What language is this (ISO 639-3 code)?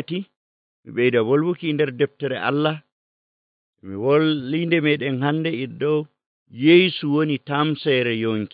fuv